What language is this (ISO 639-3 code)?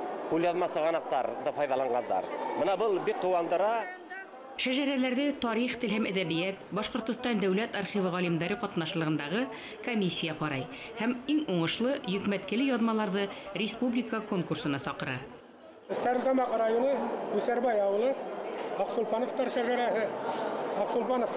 bak